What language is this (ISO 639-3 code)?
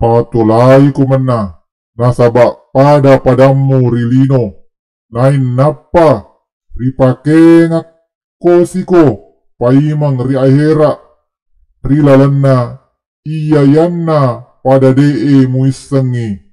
bug